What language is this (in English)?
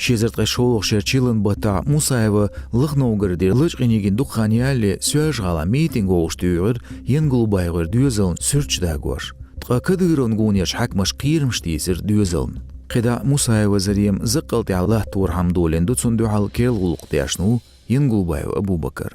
Chechen